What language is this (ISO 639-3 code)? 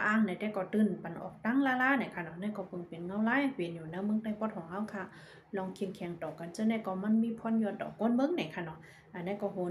shn